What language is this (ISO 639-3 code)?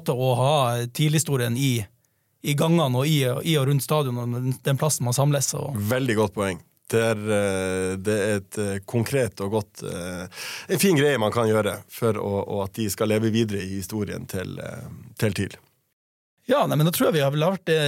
nor